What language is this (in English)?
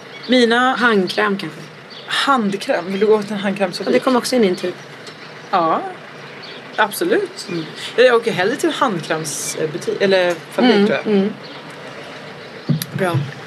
Swedish